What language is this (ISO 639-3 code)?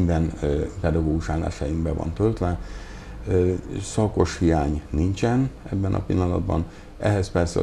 hun